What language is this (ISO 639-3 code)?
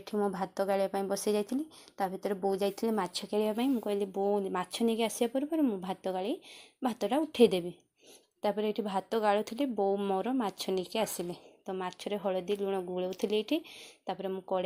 ori